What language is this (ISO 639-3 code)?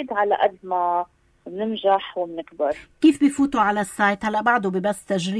apc